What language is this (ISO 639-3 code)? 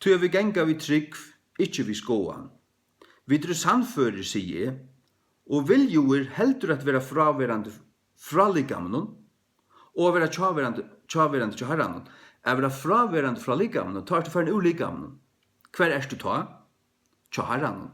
fao